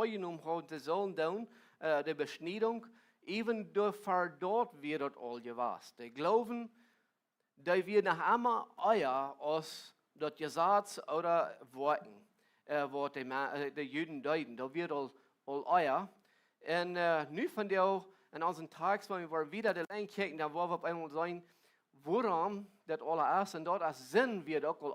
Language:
Plautdietsch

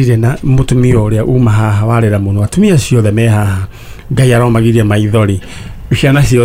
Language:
Kikuyu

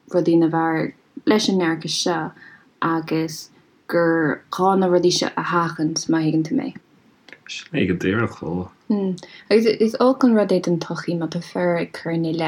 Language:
Irish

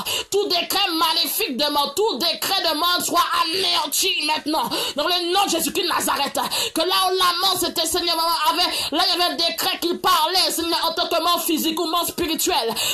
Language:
French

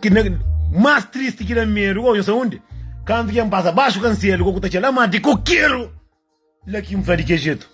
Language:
Kabuverdianu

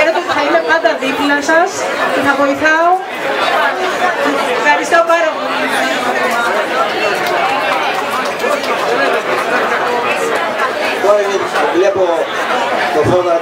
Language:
Greek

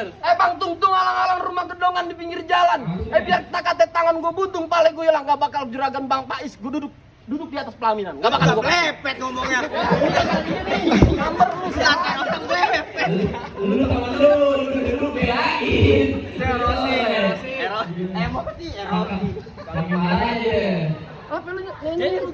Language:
Betawi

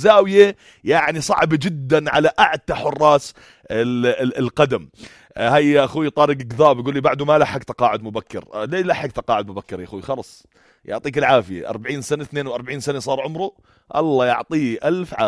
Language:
North Levantine Arabic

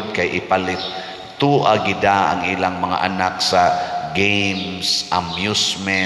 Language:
Cebuano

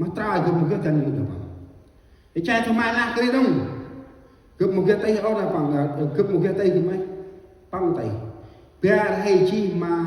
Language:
Central Mnong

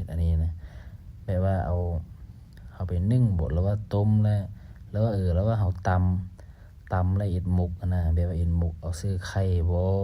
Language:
Lao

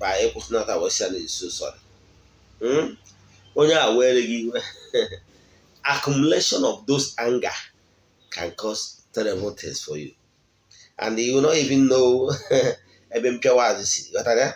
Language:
Igbo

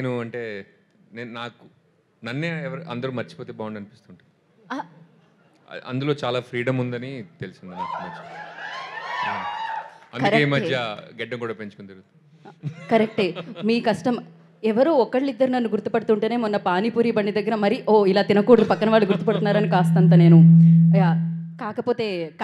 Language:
Telugu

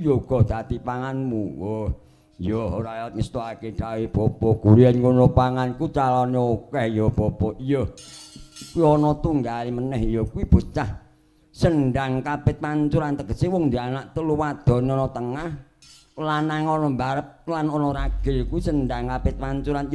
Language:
Javanese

